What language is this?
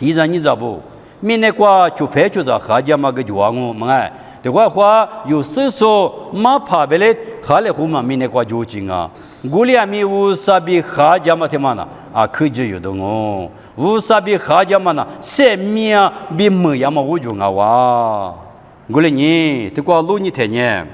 Lisu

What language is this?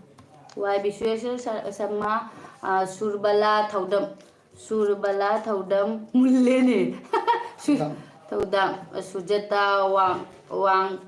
Manipuri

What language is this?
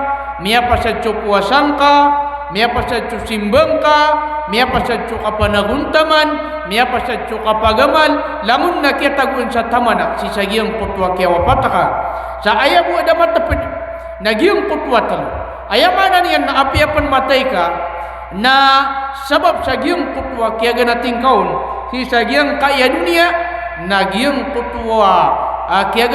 Maranao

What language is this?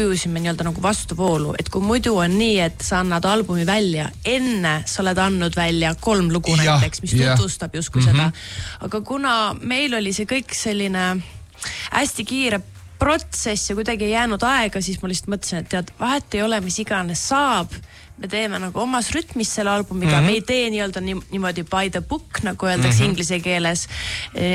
Estonian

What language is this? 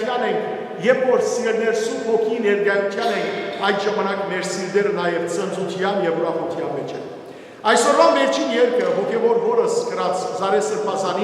Western Armenian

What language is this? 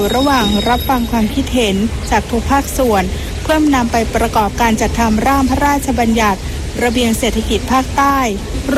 Thai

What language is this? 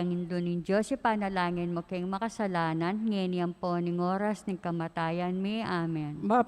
Pampanga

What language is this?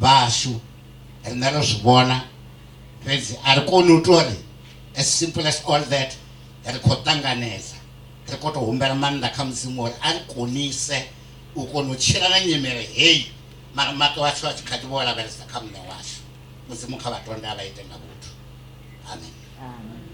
Venda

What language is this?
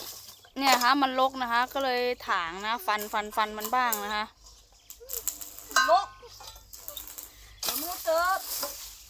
Thai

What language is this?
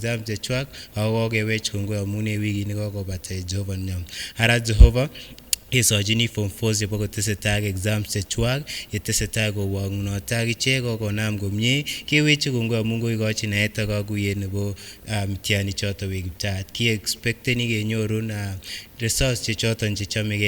Kipsigis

